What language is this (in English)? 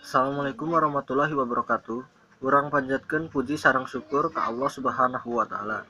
Sundanese